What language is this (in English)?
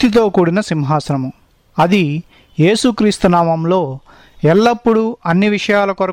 Telugu